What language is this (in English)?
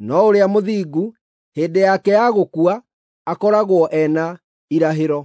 Kikuyu